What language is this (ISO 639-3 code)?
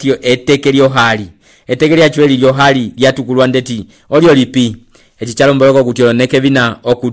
umb